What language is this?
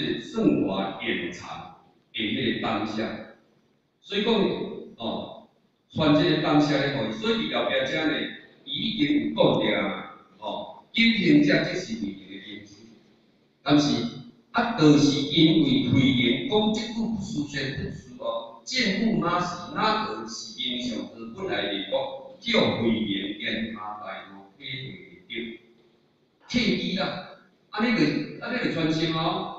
Min Nan Chinese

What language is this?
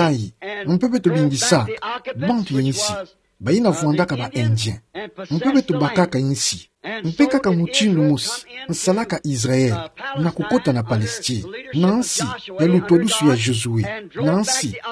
Kituba (Democratic Republic of Congo)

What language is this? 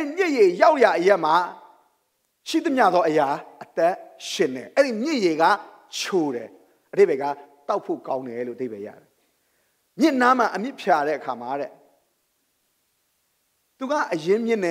Burmese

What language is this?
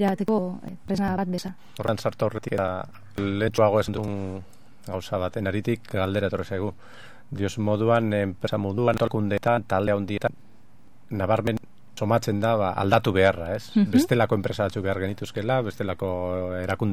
Basque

